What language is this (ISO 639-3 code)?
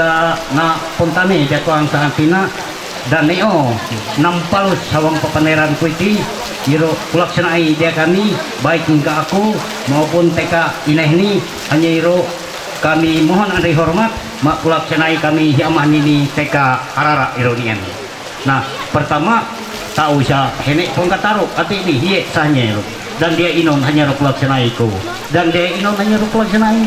mhy